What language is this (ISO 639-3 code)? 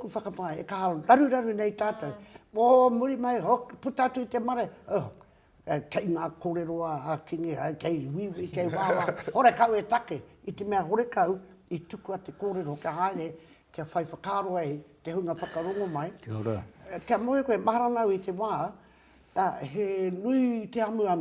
mri